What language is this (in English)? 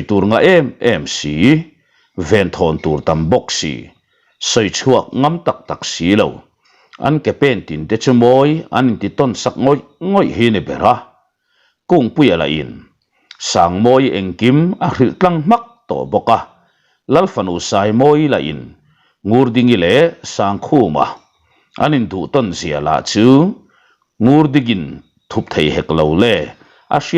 Mizo